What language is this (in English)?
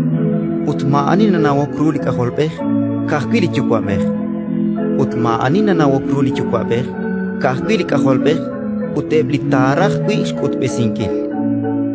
Kekchí